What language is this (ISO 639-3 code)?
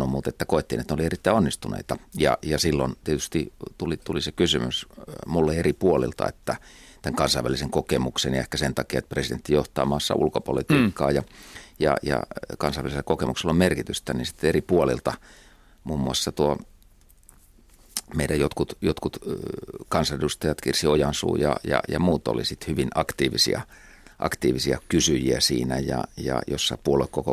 fin